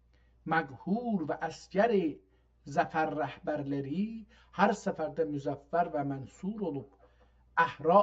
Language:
South Azerbaijani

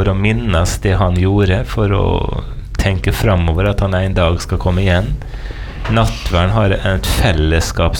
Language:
Norwegian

